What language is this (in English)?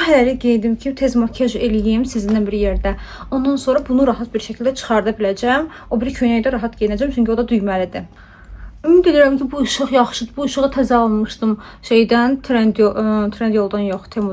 Azerbaijani